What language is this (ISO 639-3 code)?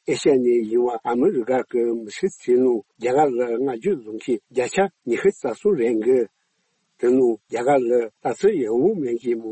bod